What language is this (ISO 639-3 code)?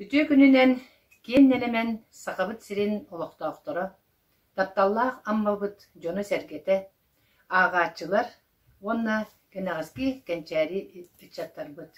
sah